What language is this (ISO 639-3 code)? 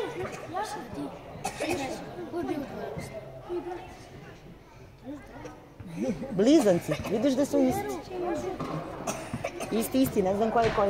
srp